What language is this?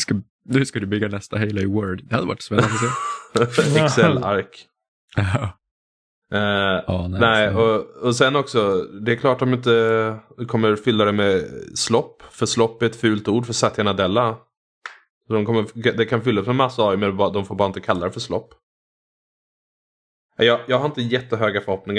Swedish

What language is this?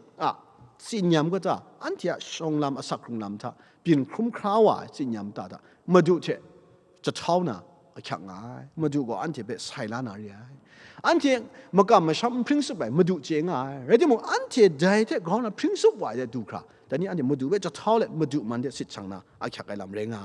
Kachin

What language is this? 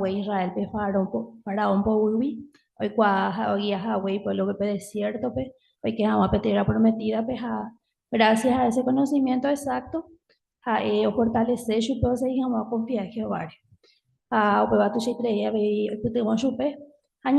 Guarani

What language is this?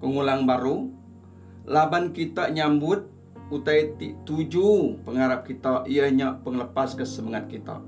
Iban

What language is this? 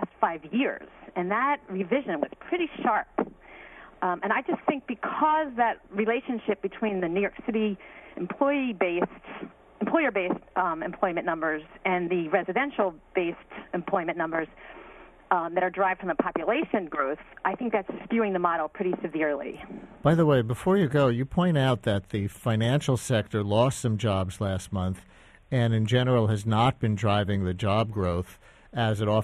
English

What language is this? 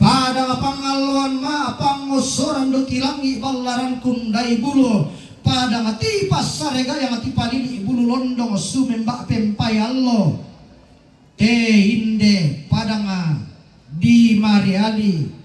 Toraja-Sa'dan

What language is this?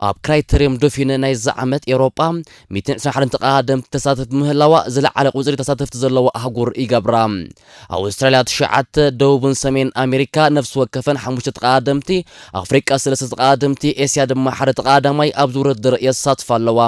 Tigrinya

